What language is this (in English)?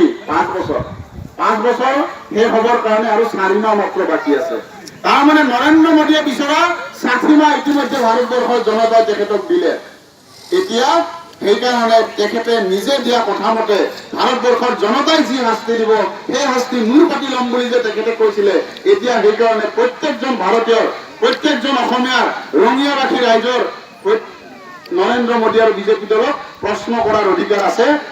Assamese